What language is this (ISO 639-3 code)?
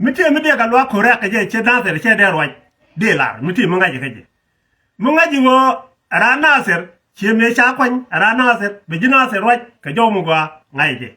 nus